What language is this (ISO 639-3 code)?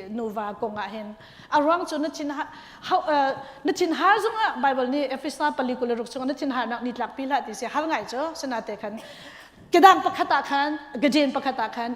cnh